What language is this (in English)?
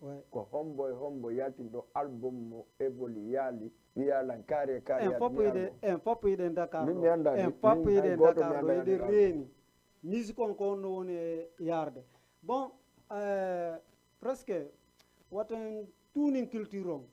Fula